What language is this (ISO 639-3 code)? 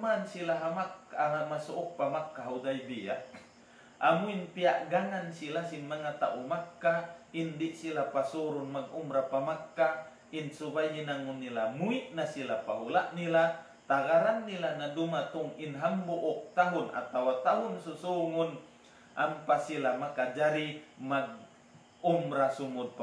tsg